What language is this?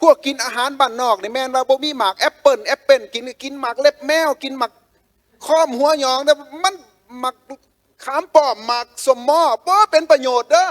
Lao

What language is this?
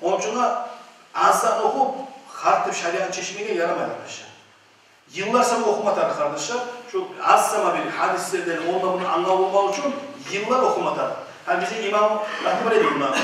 Kumyk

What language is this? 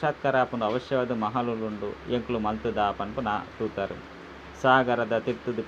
Tulu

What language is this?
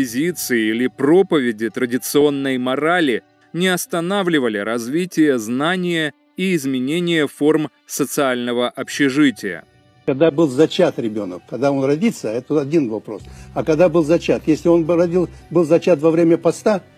Russian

